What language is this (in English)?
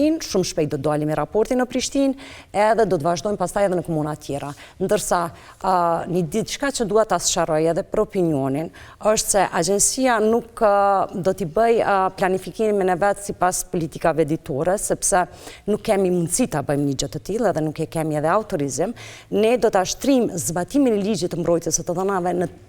Albanian